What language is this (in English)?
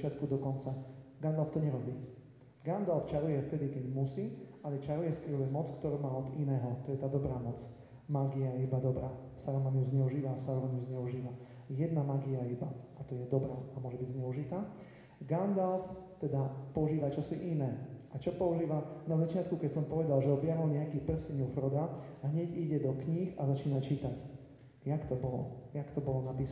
Slovak